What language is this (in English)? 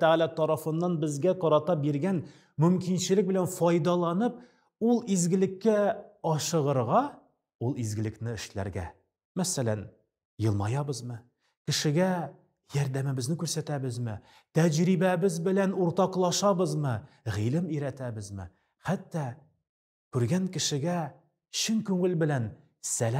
Tatar